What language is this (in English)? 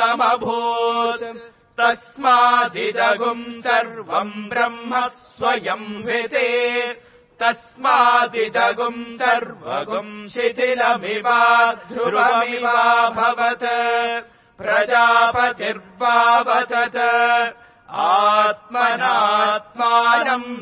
Sanskrit